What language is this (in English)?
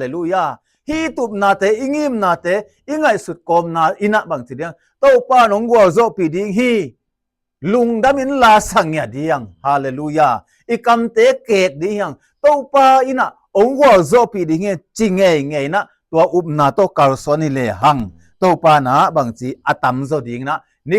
Tedim Chin